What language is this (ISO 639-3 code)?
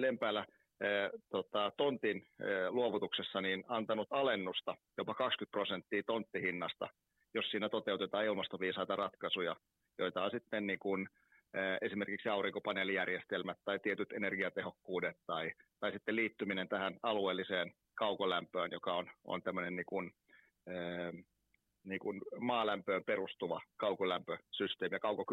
fin